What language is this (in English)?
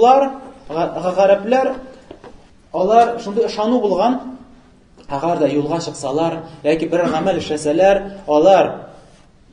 Tatar